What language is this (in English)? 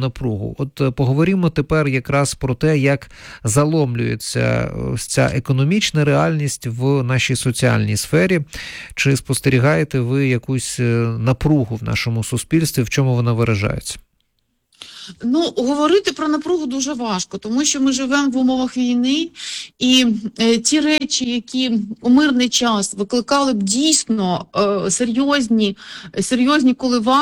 Ukrainian